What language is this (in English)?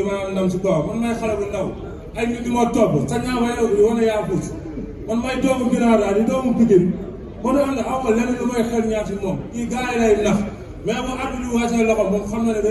Wolof